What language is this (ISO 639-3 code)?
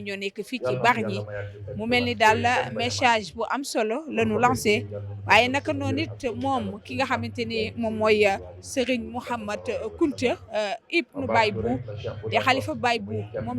wol